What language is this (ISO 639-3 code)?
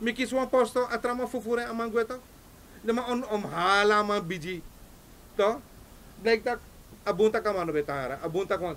srn